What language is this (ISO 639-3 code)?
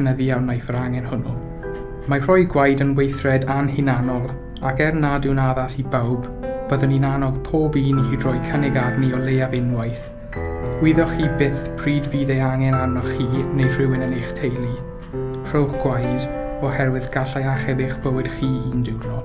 cym